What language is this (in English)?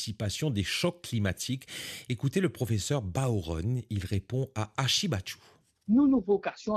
Morisyen